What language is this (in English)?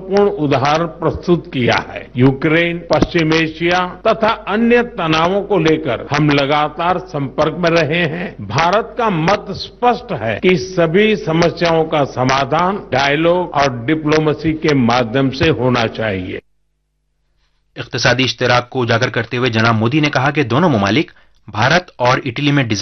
Urdu